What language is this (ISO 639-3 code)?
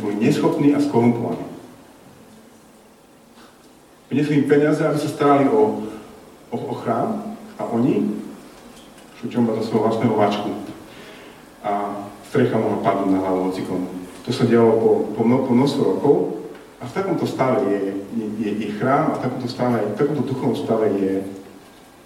slk